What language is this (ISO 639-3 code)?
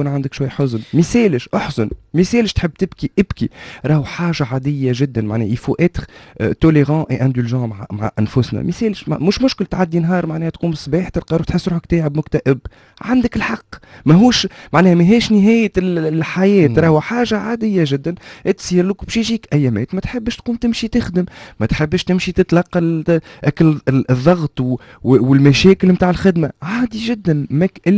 aeb